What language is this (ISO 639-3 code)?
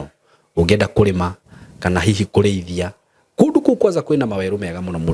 kik